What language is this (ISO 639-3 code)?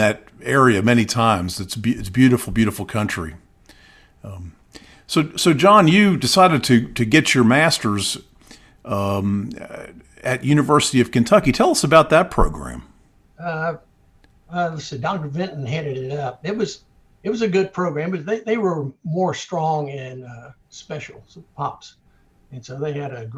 eng